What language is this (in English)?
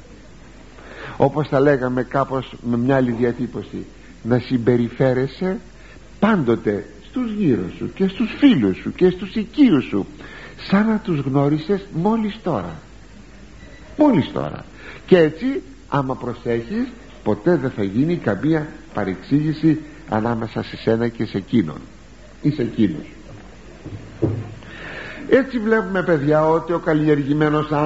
Greek